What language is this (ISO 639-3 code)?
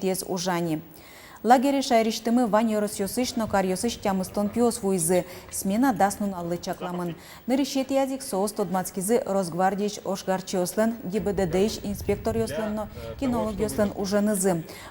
udm